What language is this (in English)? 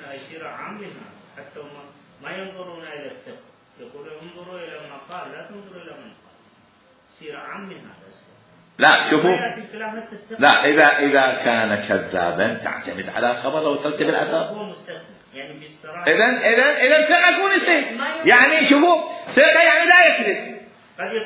Mesopotamian Arabic